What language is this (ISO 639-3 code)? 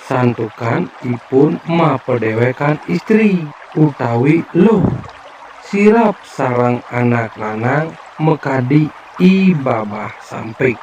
ban